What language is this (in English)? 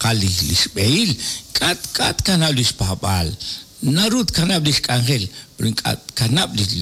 Kekchí